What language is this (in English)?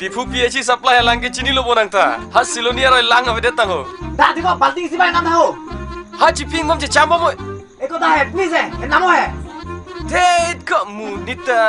Karbi